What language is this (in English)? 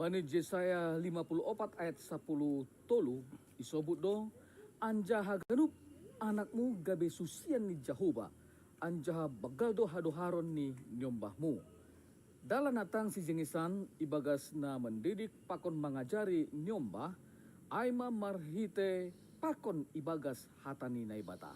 Batak Simalungun